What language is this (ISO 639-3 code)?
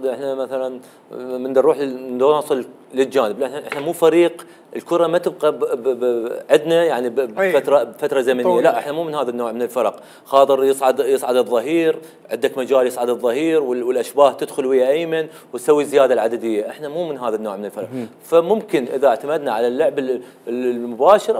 acm